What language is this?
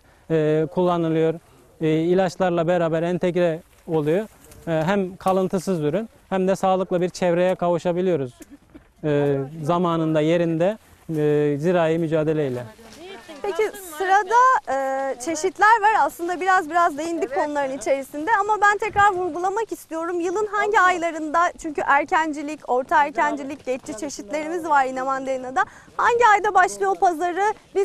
Turkish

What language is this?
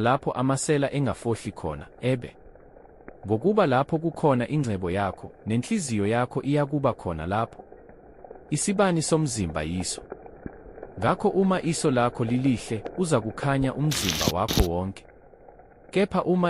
Zulu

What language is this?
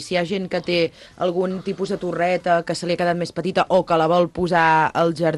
Catalan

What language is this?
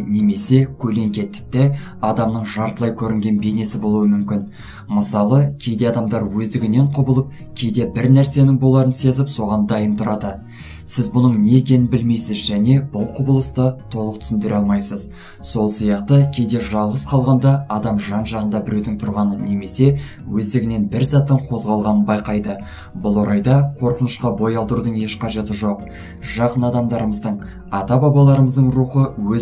Kazakh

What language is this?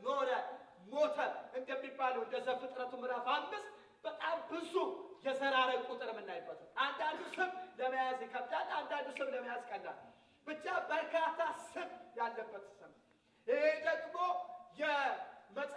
Amharic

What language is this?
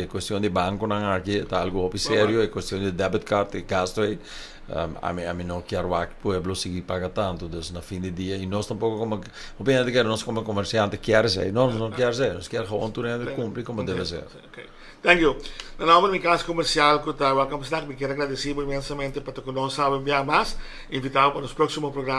Papiamento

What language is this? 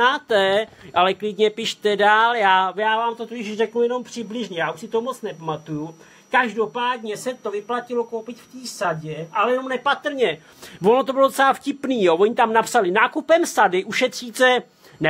Czech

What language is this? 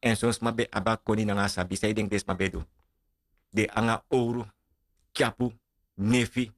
Sranan Tongo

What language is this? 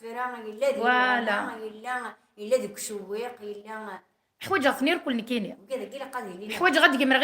Kabyle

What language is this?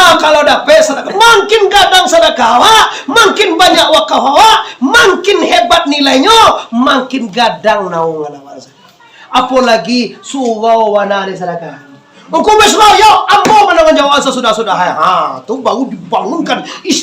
Minangkabau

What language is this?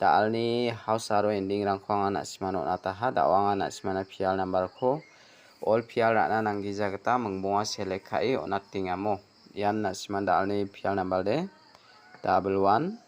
Garo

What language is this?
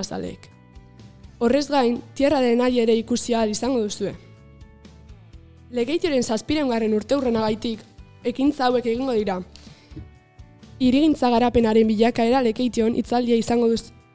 Basque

